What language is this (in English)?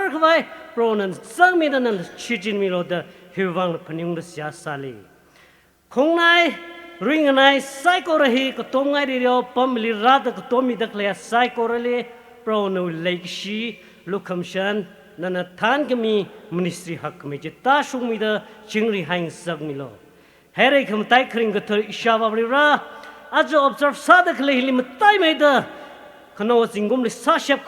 Tangkhul Naga (India)